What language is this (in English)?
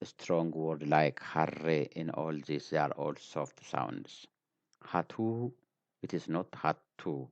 English